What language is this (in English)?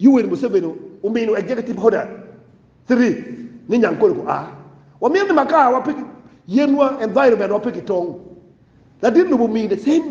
Acoli